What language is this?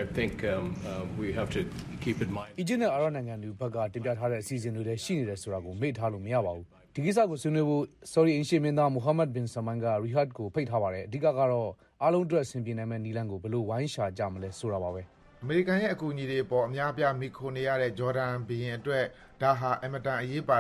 Burmese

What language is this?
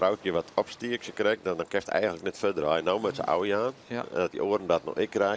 Western Frisian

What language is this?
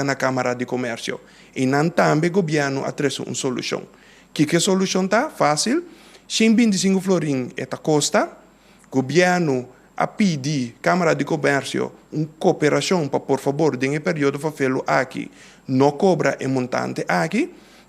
Papiamento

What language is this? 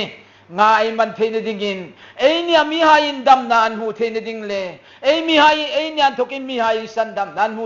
Hmar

